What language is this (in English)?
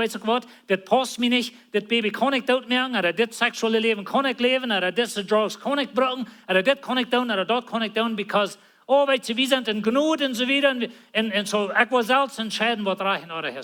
Plautdietsch